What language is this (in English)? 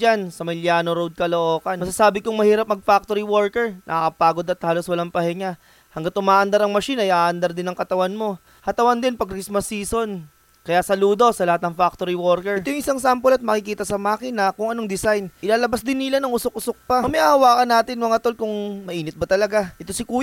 Filipino